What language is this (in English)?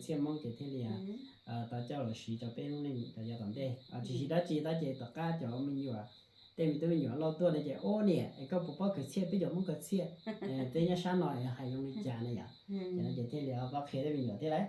Hmong